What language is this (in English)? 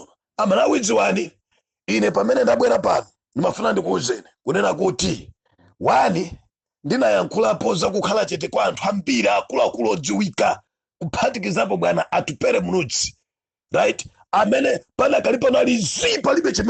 Nyanja